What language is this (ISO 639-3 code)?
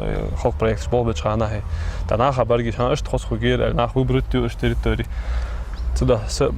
inh